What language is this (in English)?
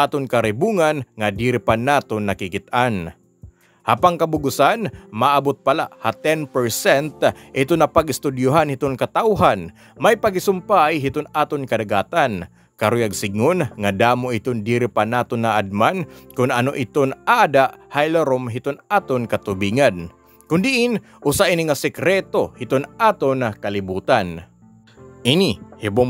Waray